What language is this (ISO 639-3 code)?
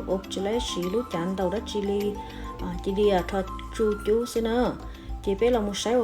hmn